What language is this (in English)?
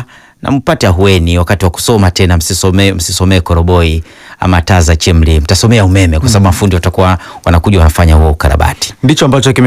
Swahili